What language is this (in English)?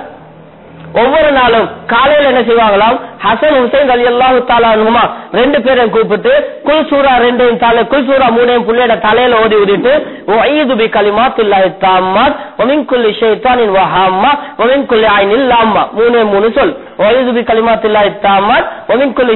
Tamil